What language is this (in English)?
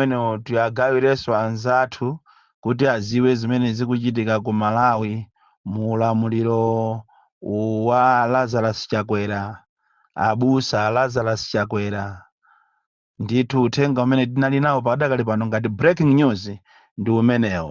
Nyanja